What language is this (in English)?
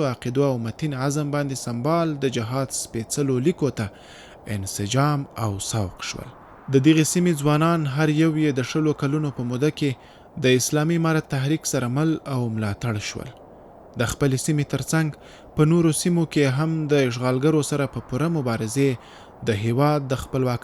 Pashto